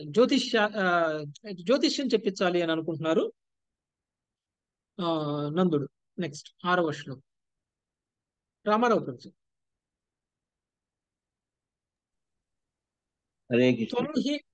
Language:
Telugu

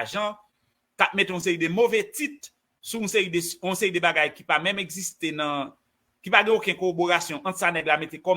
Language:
Haitian Creole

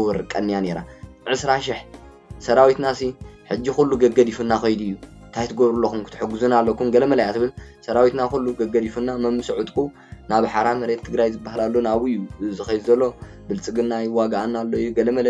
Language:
Tigrinya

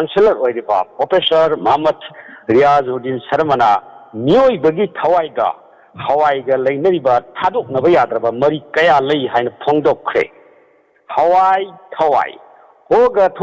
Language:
Manipuri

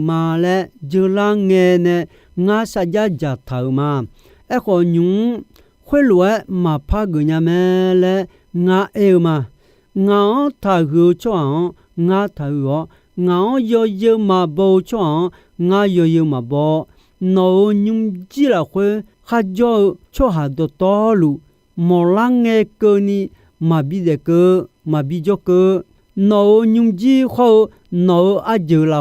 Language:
Akha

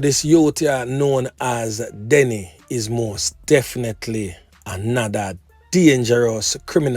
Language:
Jamaican Creole English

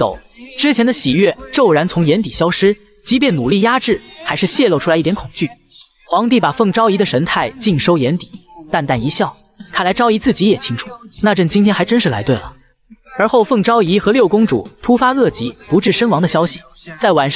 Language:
Chinese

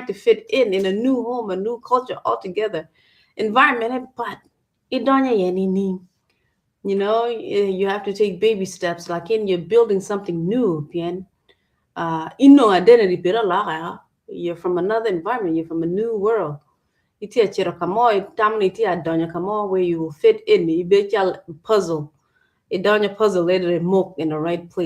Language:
Acoli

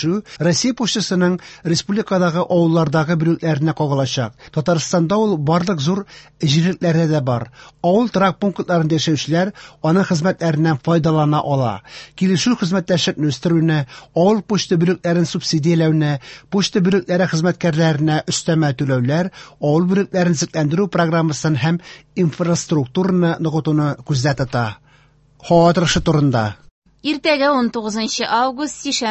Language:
Tatar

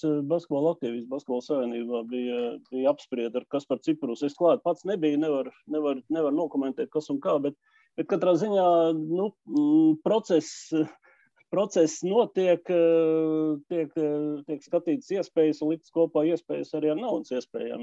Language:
Latvian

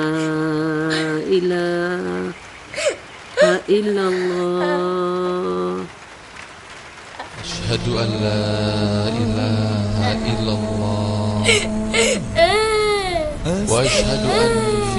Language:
Malay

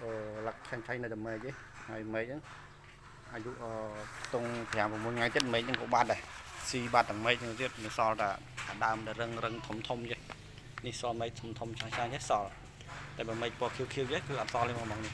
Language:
Khmer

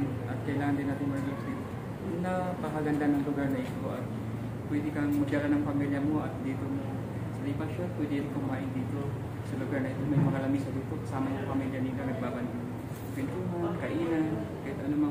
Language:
Filipino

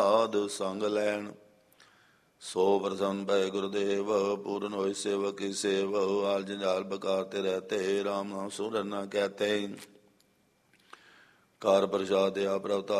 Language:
Punjabi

